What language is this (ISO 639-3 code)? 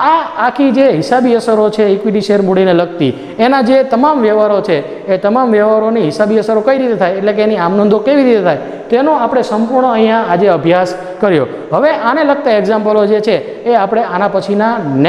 guj